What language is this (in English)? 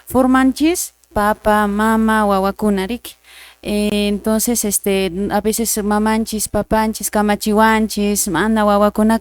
Quechua